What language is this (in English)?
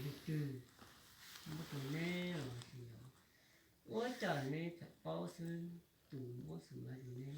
Hmong